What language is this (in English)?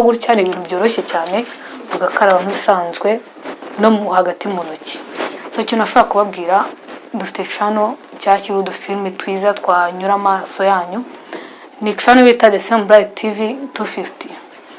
Kinyarwanda